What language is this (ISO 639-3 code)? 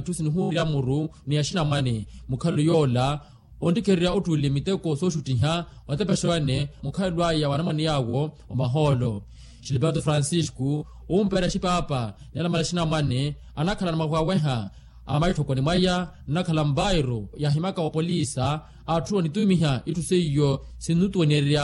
vmw